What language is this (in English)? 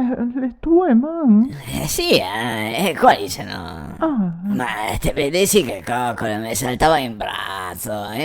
Venetian